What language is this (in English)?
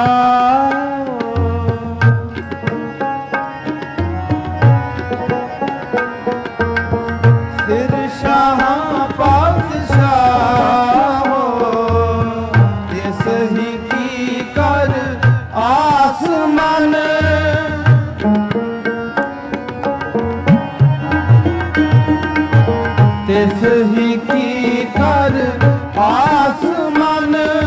Punjabi